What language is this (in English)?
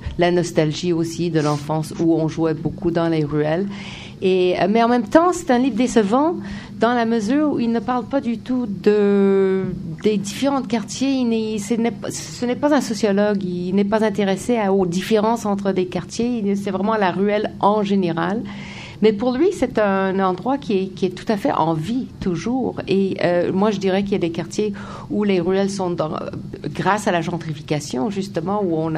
French